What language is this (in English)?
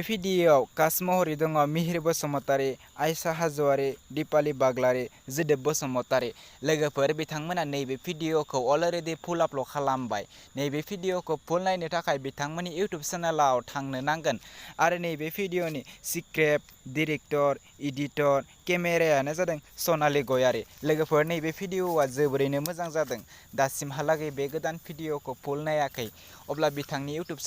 Bodo